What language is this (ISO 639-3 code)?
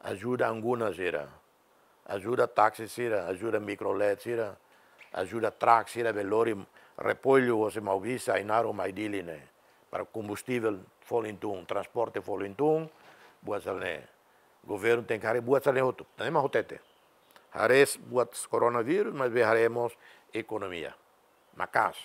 tet